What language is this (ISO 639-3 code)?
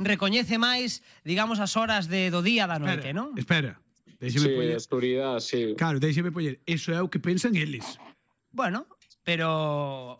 glg